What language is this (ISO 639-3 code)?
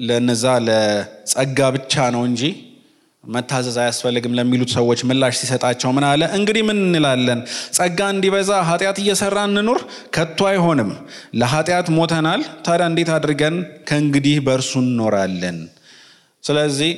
amh